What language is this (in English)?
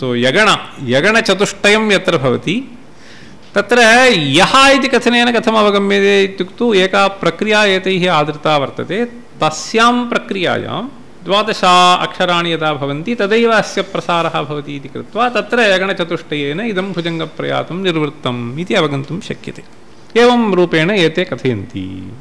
Sanskrit